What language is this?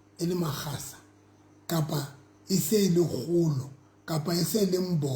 Southern Sotho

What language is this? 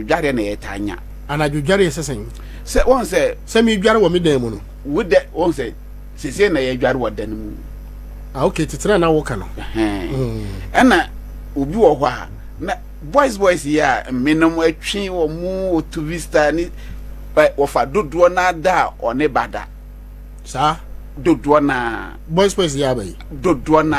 Akan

